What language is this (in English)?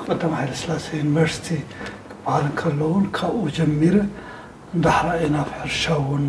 Tigrinya